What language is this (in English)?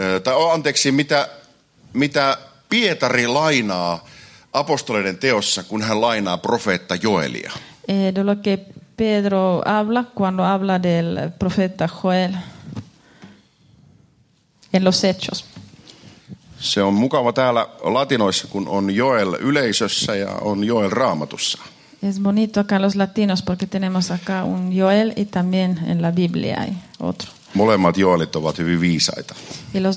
Finnish